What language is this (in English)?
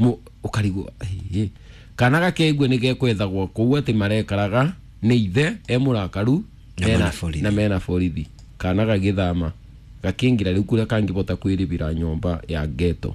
Kikuyu